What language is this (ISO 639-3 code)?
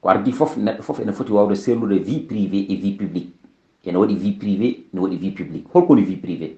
ful